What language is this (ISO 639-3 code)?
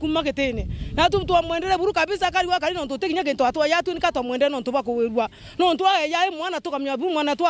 mer